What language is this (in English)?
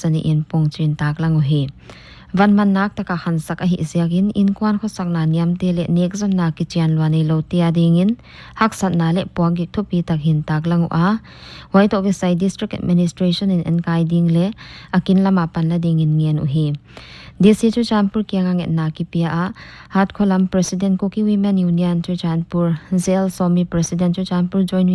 Paite Chin